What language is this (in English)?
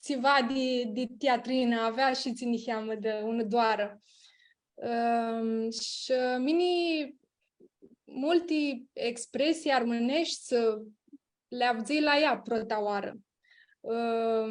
Aromanian